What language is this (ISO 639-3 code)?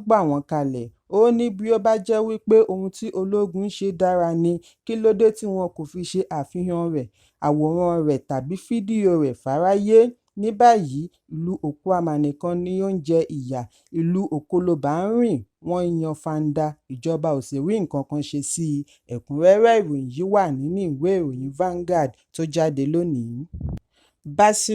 yor